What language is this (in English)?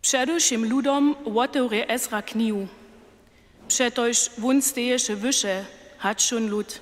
Upper Sorbian